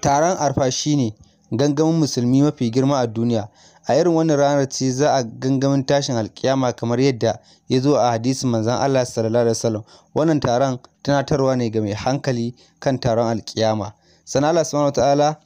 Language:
Hausa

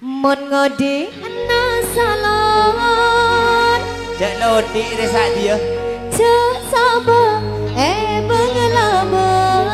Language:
Madurese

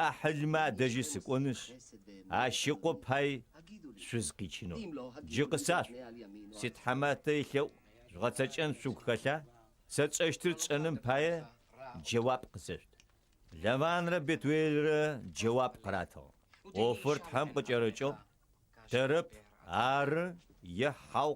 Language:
Adyghe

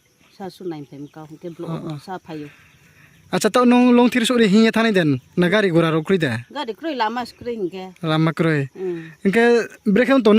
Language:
Riang (India)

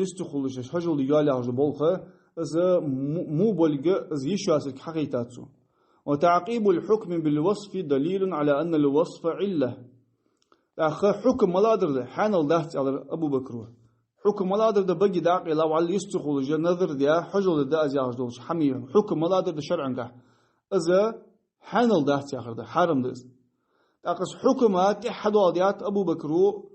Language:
Ingush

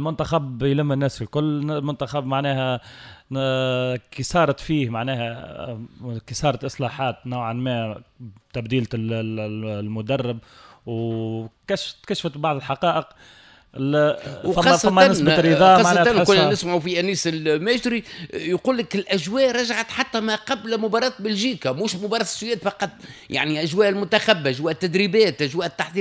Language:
Tunisian Arabic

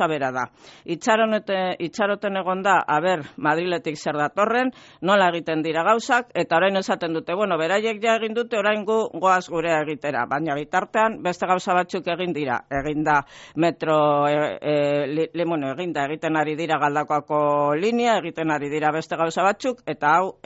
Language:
Basque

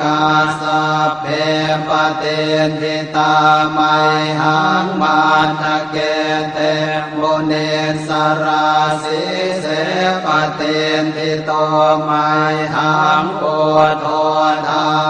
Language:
Pali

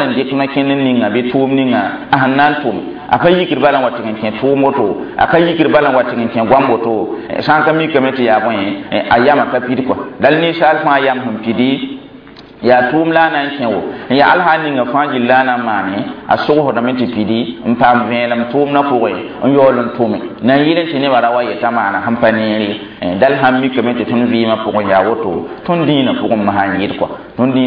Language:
Mossi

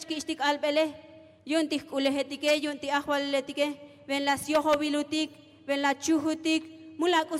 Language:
Tzotzil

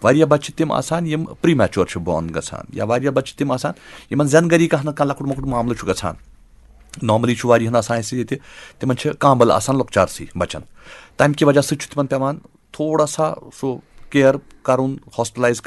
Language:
Kashmiri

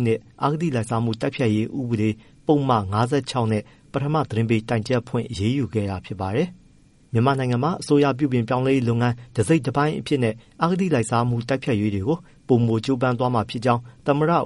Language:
Burmese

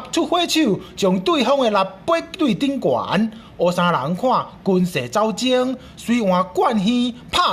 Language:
Min Nan Chinese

